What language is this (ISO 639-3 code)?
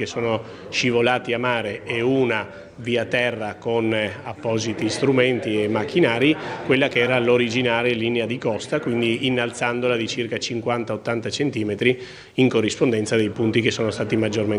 ita